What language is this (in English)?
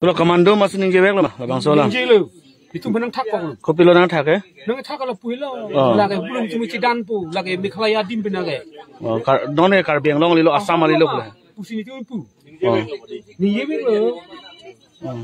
Karbi